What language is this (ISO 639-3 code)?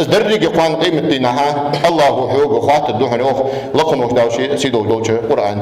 inh